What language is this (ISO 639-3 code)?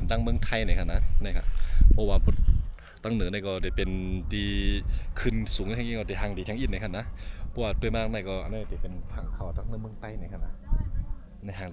shn